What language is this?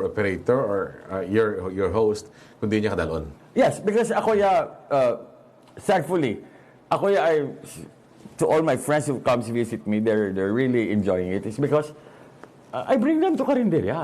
Hiligaynon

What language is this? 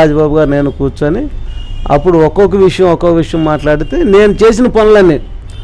Telugu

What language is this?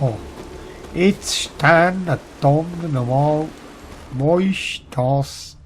Swiss German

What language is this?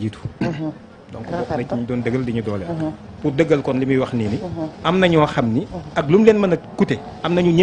Wolof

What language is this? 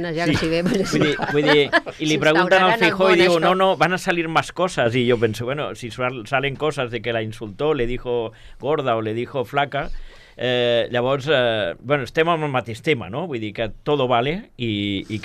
Catalan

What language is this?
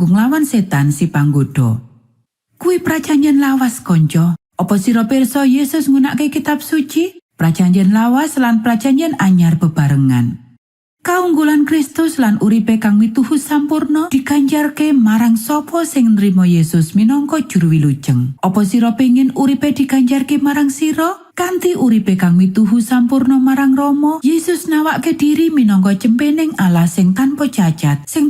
Javanese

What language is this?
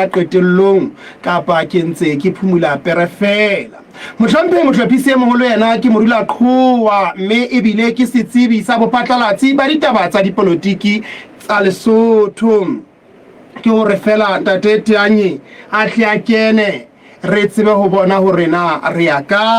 Southern Sotho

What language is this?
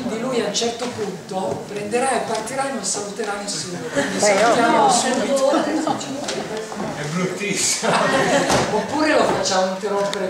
Italian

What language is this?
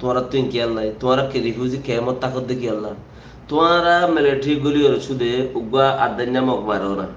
Rohingya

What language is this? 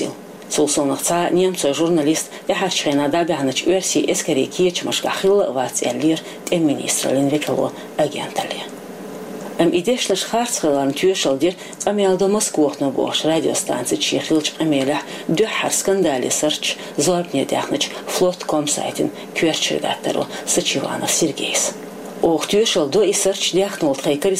Chechen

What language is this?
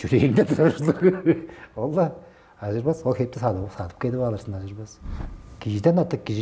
Tuvinian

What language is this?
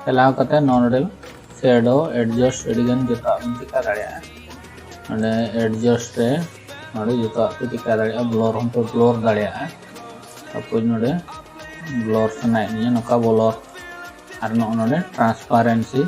Santali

